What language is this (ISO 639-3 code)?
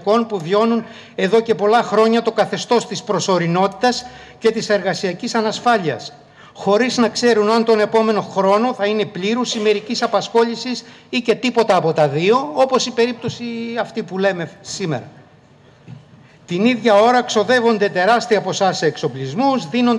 ell